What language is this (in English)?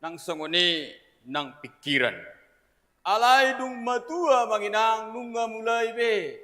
Batak Toba